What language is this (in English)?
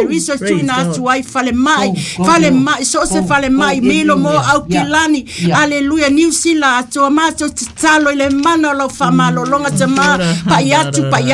Samoan